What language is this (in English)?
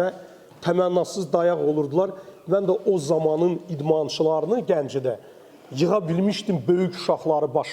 Azerbaijani